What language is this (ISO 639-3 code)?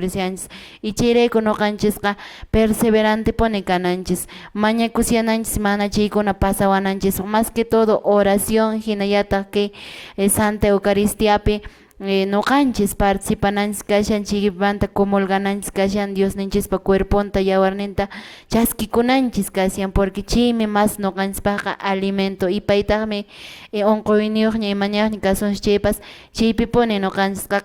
que